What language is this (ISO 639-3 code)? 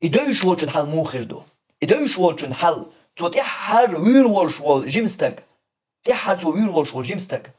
che